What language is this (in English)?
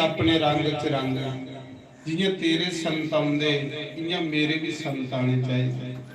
Dogri